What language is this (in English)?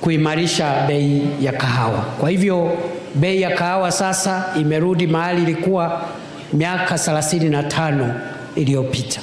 Swahili